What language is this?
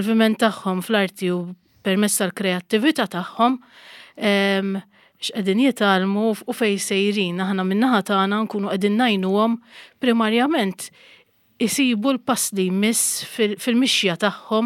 Maltese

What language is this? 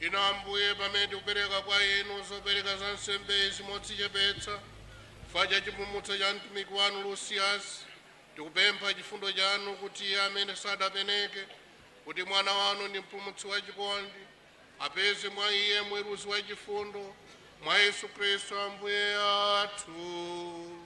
Nyanja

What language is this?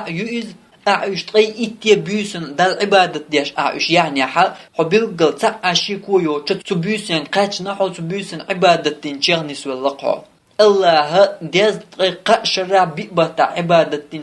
Chechen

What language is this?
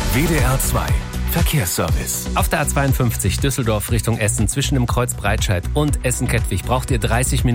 German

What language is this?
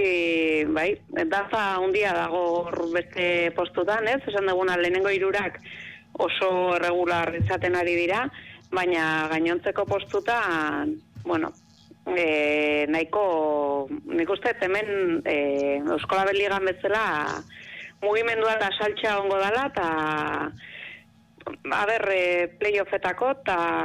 Basque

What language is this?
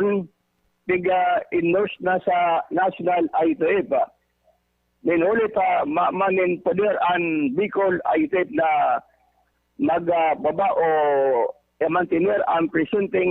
Bikol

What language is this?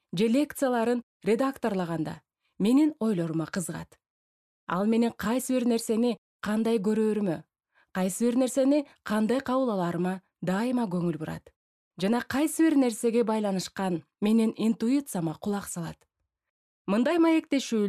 Kyrgyz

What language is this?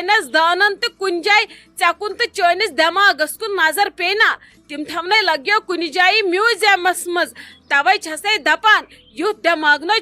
Kashmiri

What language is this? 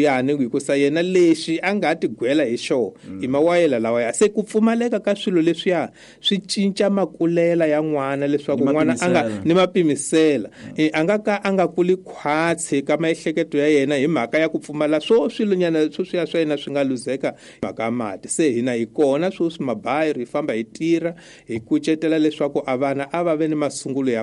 Tsonga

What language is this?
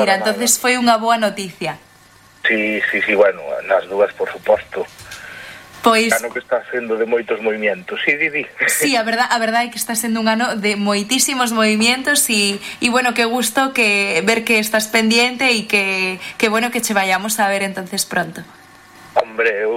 Galician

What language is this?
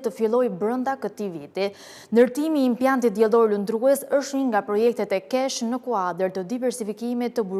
Albanian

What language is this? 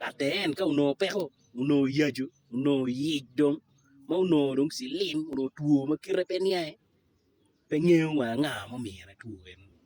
Acoli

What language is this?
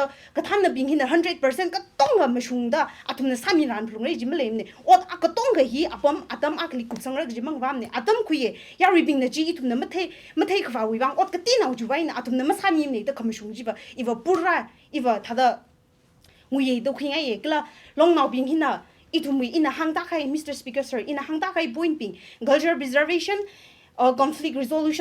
Tangkhul Naga (India)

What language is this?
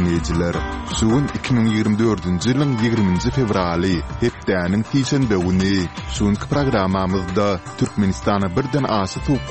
Turkmen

